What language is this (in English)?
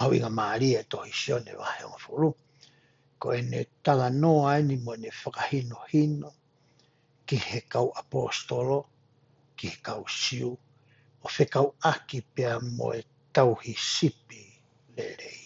Tongan